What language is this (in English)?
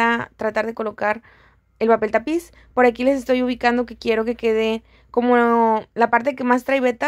Spanish